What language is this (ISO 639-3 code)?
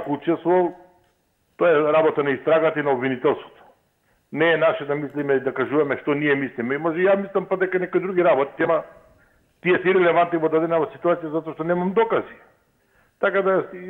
mkd